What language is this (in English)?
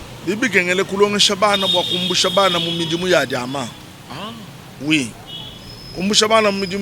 Luba-Lulua